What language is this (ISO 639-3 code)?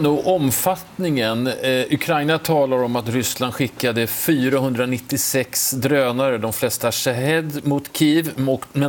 swe